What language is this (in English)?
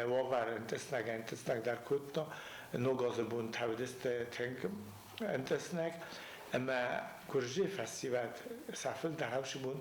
Ossetic